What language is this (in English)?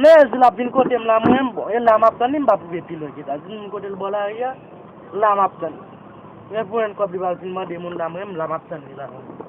Haitian Creole